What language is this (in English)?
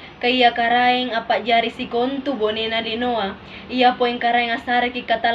Makasar